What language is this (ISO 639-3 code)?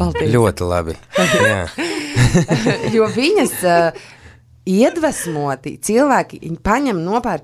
lav